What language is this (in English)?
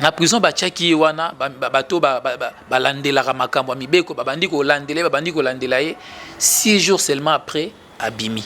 Lingala